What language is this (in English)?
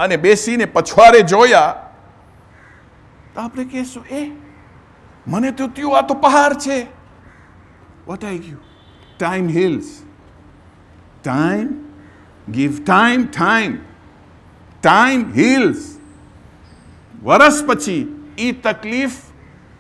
Gujarati